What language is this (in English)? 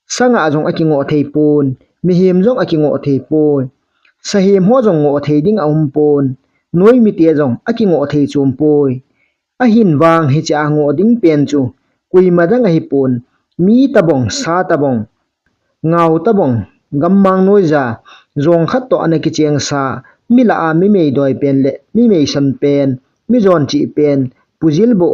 Thado Chin